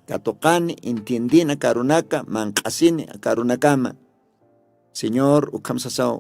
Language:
Aymara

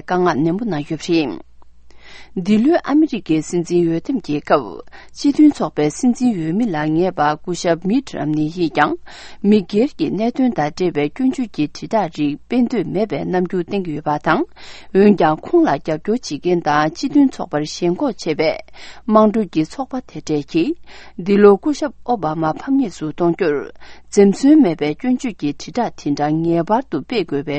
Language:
Tibetan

